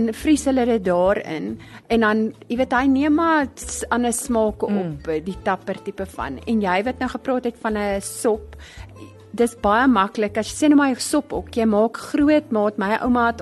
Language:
Afrikaans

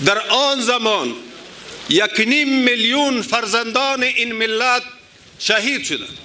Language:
Tajik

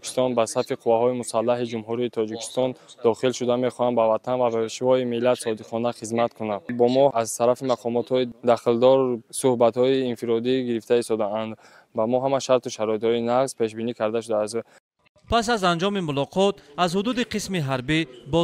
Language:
Tajik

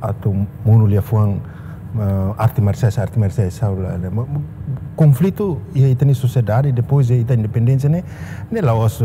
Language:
Tetum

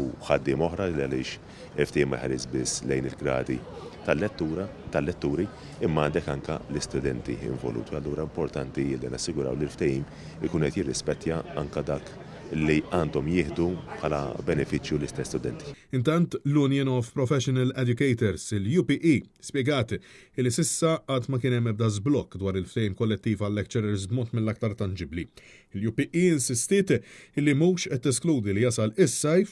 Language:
Maltese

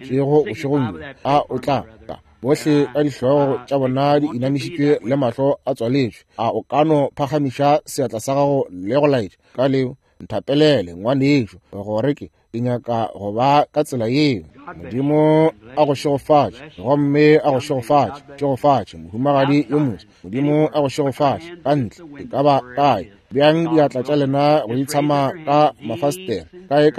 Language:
Northern Sotho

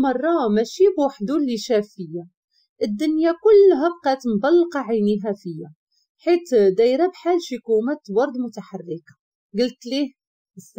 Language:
Moroccan Arabic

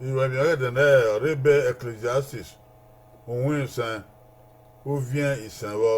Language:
Bini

